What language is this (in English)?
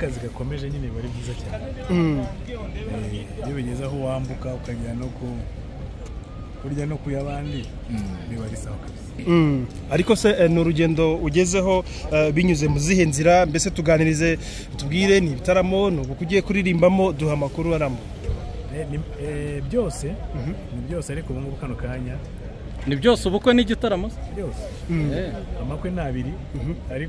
Kinyarwanda